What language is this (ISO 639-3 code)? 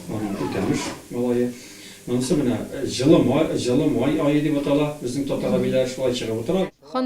tat